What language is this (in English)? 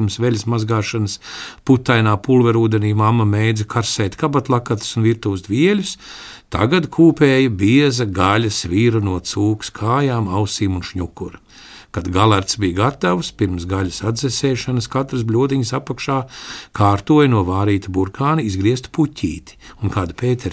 Latvian